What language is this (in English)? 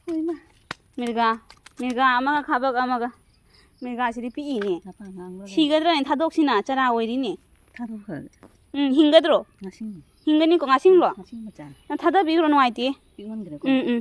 Manipuri